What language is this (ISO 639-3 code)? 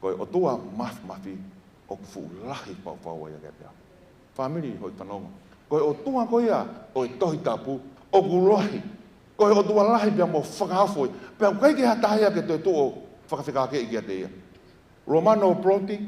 ton